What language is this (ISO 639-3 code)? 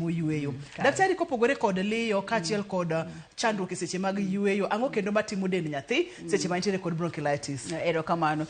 luo